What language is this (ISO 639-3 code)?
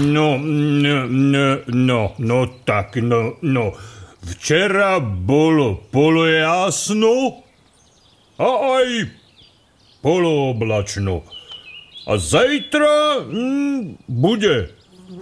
slk